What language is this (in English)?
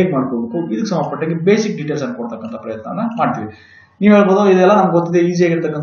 Kannada